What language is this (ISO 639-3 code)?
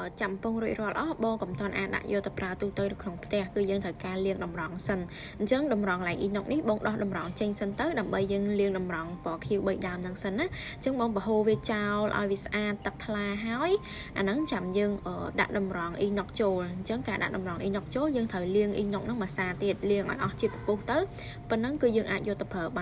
khm